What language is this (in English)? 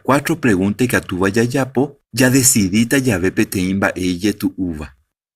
Guarani